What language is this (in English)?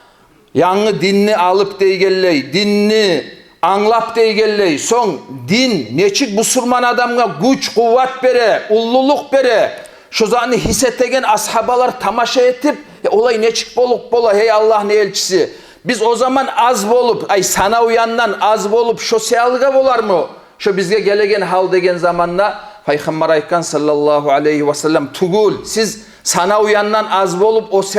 Kumyk